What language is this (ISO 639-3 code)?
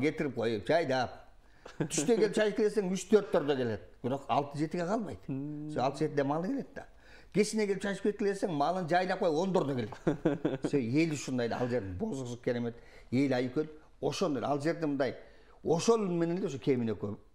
kir